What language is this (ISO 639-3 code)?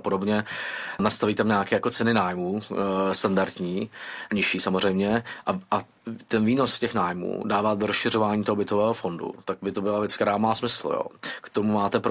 ces